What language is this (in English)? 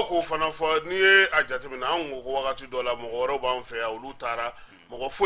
Bambara